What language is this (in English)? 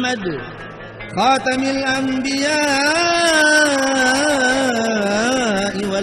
Buginese